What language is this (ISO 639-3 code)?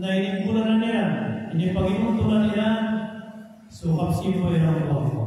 mrw